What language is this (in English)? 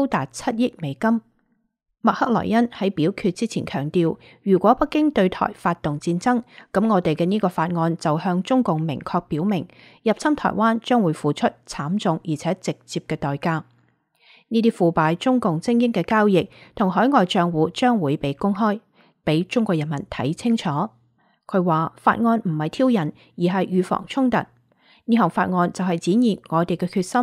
Cantonese